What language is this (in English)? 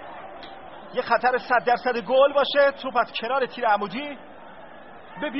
Persian